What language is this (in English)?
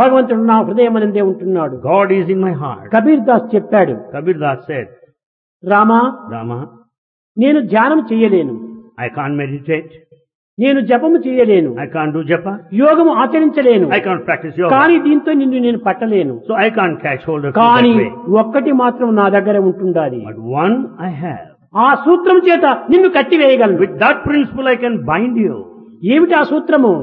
Telugu